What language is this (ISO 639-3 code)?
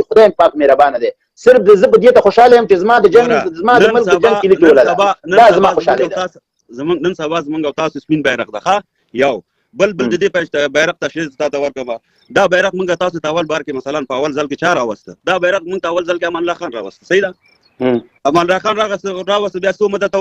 pus